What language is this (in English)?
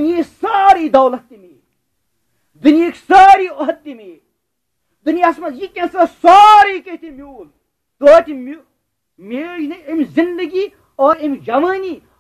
Kashmiri